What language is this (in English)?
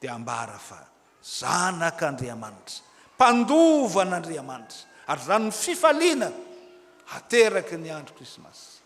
Malagasy